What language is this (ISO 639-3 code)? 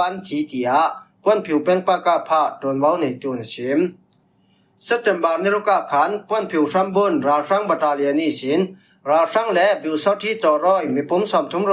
cfm